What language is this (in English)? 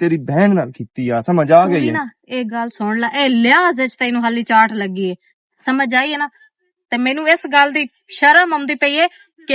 Western Panjabi